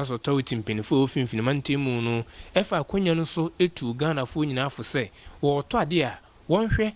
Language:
Akan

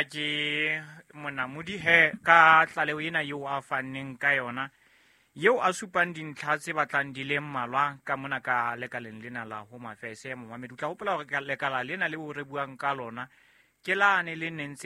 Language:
Southern Sotho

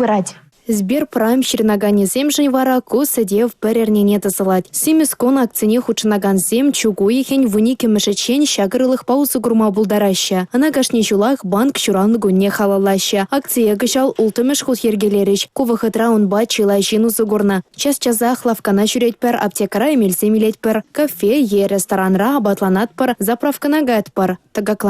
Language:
Chuvash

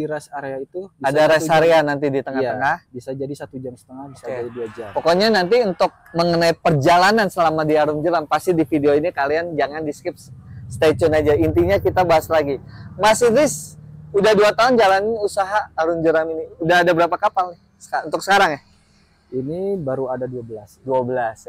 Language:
Indonesian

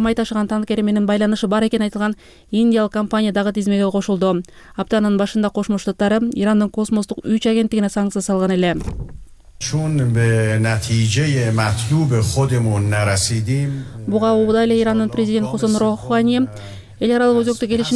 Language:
Kyrgyz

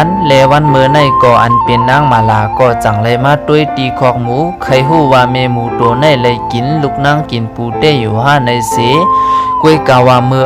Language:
Shan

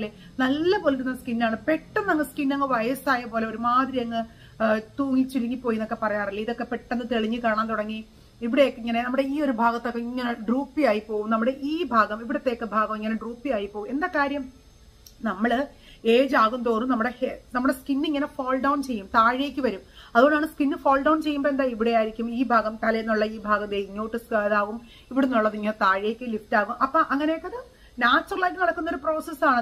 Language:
Malayalam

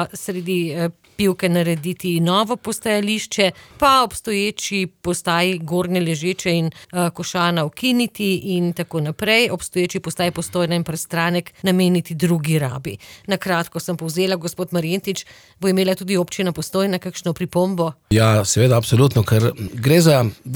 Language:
Slovenian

